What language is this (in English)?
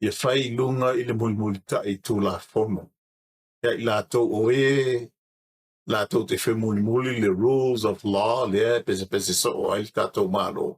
Samoan